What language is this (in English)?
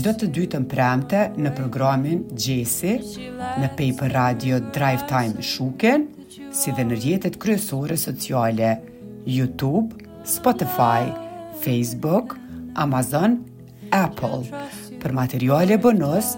Albanian